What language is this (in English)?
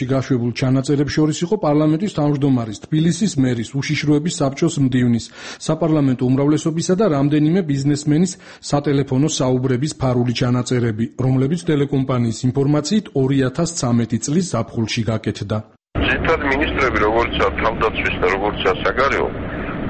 Georgian